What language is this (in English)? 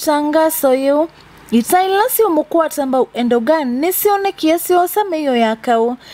Kamba